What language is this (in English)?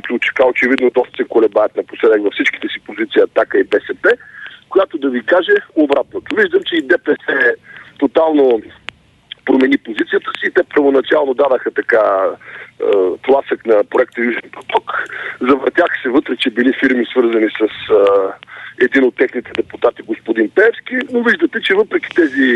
Bulgarian